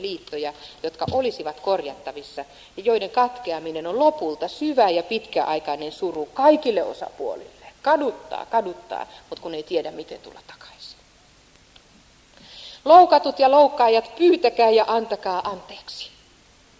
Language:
Finnish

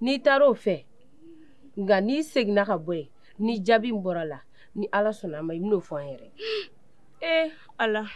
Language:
Bambara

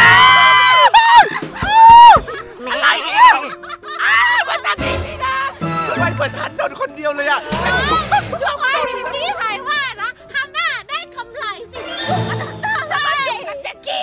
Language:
Thai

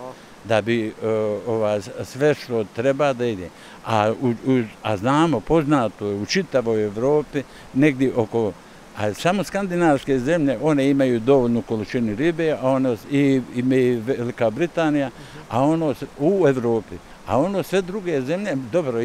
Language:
Bosnian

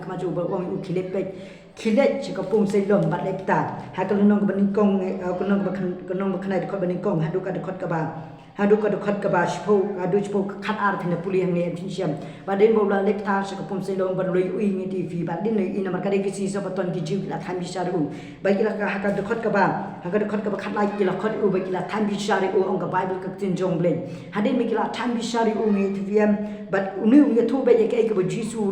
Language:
Khasi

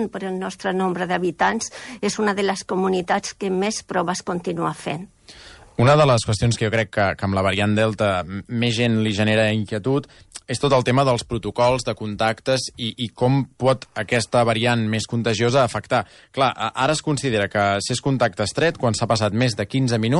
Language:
Catalan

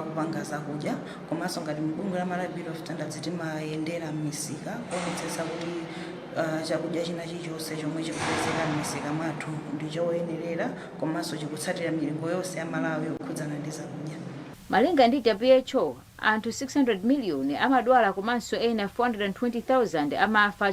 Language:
Nyanja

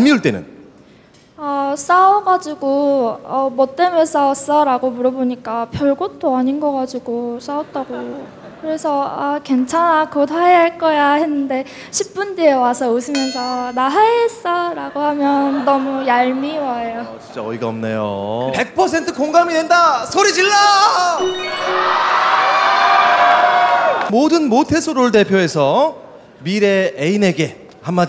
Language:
Korean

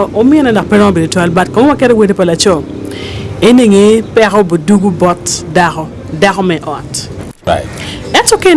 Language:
Acoli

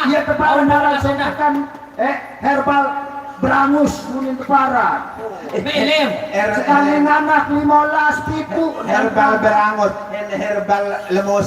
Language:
Sasak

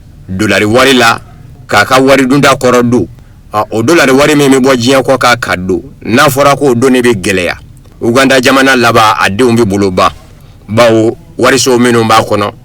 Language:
Bambara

